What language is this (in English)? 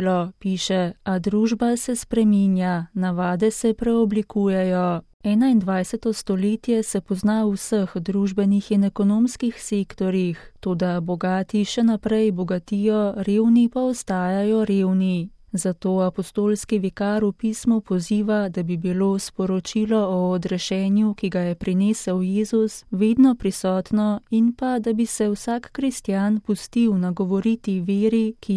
Slovenian